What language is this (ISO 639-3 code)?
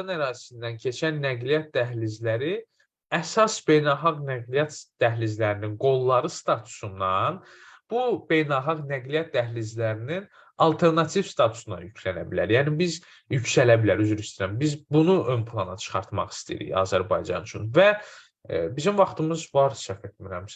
aze